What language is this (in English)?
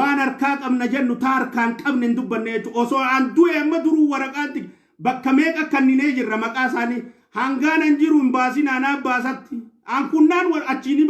Oromo